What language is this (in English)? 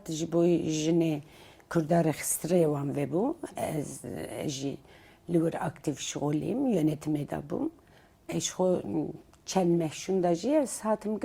Kurdish